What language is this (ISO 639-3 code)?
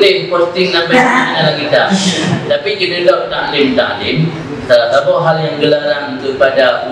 ace